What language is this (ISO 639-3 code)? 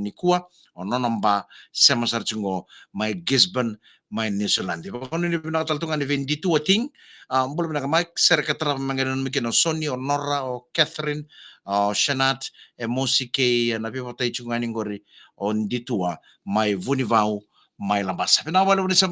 fij